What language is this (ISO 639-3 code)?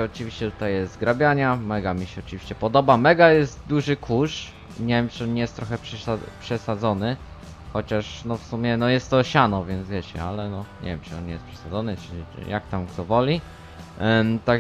pol